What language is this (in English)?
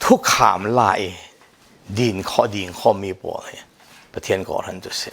Falam Chin